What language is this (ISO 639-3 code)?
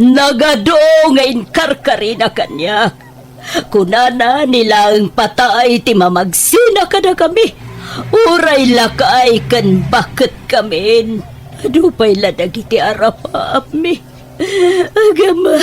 ilo